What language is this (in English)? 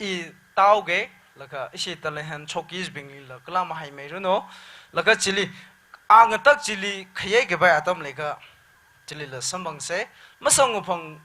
Tangkhul Naga (India)